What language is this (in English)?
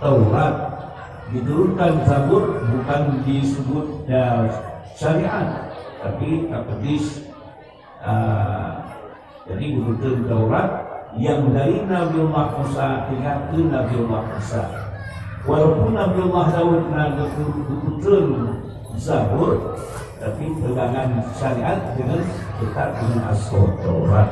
Achinese